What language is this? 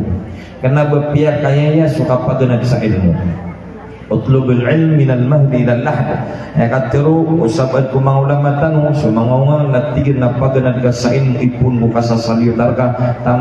Maranao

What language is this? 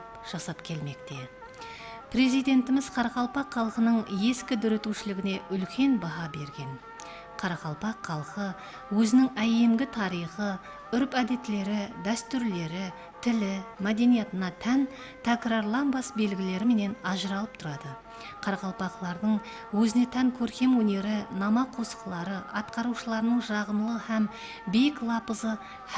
Kara-Kalpak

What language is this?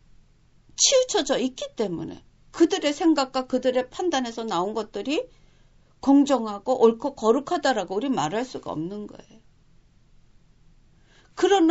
Korean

